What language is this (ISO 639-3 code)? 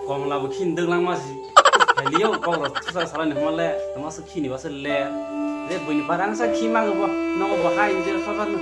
trp